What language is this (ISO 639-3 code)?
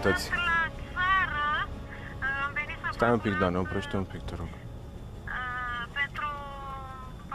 ron